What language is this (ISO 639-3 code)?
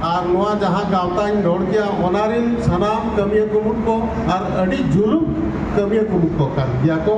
sat